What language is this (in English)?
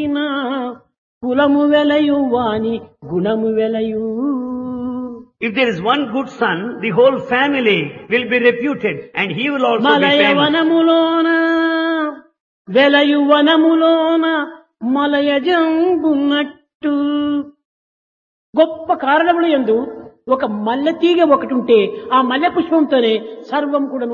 Telugu